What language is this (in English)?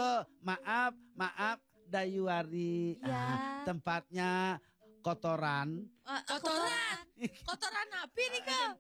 Balinese